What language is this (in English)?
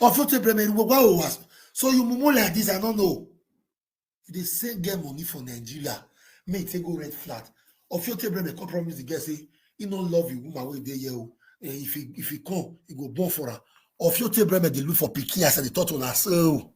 Nigerian Pidgin